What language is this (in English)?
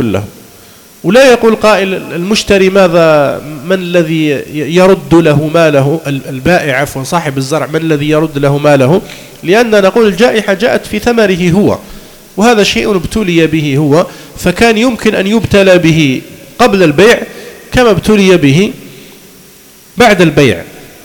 Arabic